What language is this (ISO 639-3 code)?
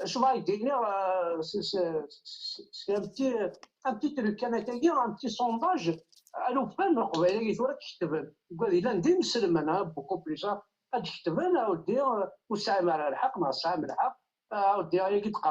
kab